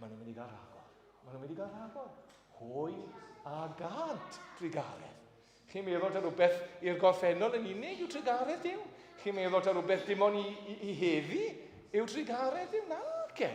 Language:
Welsh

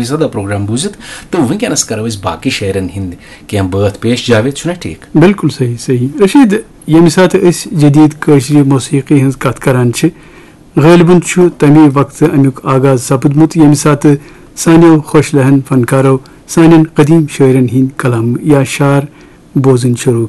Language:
Kashmiri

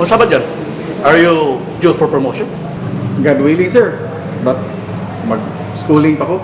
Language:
Cebuano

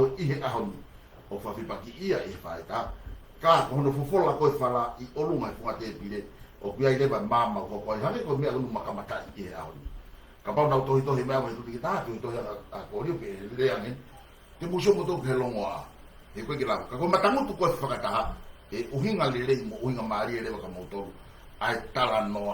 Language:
Tongan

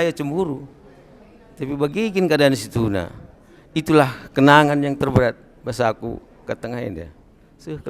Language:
Batak Karo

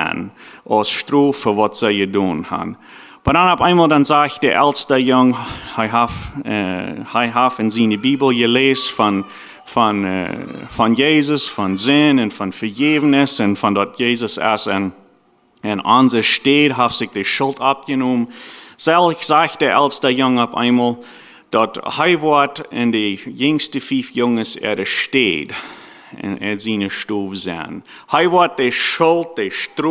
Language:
Plautdietsch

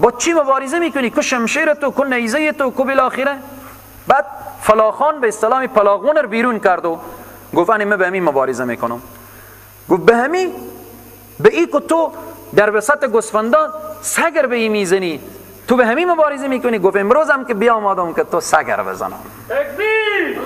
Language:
Persian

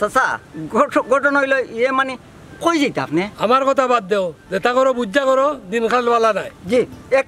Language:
Sylheti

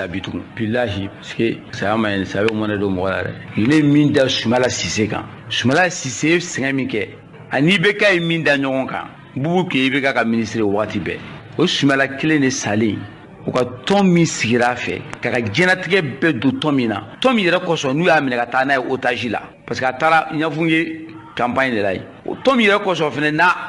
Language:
Bambara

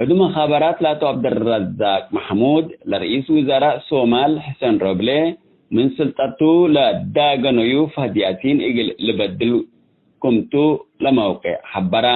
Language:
Tigre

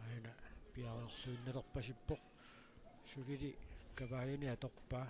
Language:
Kalaallisut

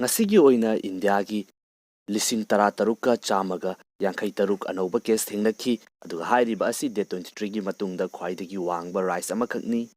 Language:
Manipuri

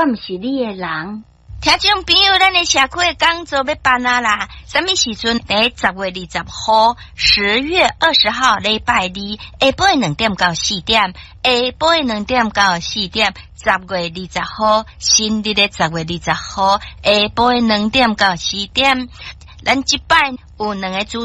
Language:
Min Nan Chinese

